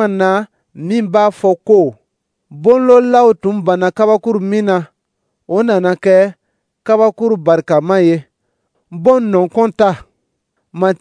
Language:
Dyula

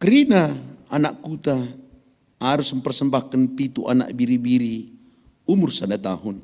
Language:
Batak Karo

